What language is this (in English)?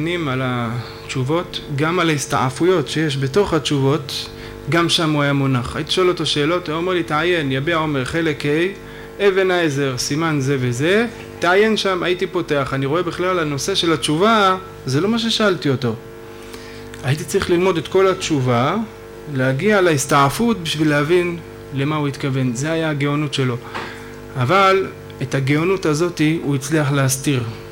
Hebrew